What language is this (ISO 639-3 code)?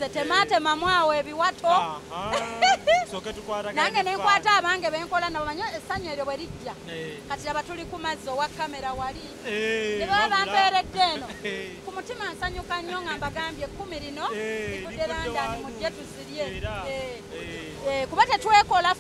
lug